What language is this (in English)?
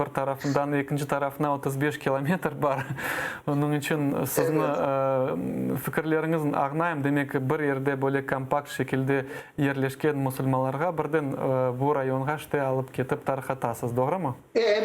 Crimean Tatar